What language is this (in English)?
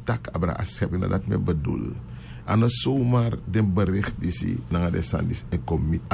Sranan Tongo